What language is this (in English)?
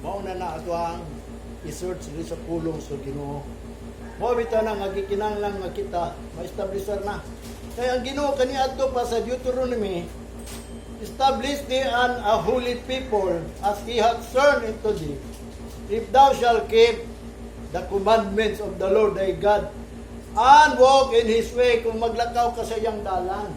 Cebuano